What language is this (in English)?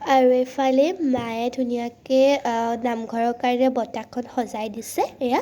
Assamese